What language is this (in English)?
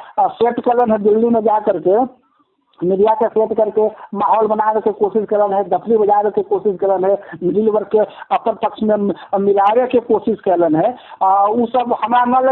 Magahi